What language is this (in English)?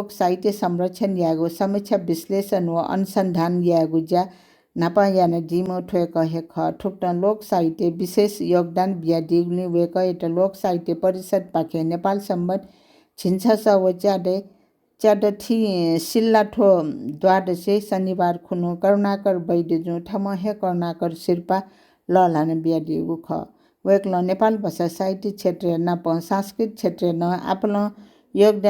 Newari